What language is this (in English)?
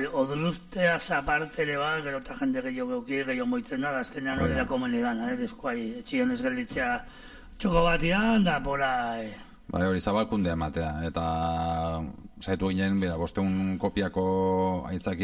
Basque